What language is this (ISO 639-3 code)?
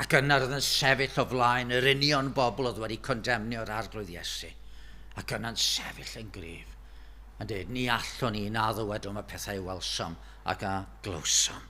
cym